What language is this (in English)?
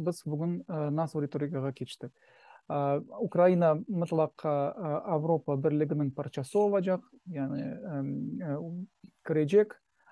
Crimean Tatar